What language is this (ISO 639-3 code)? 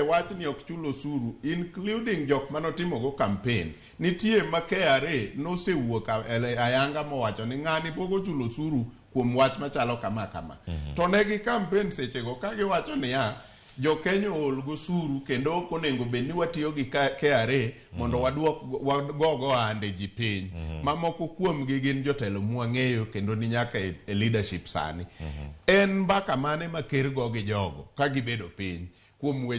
luo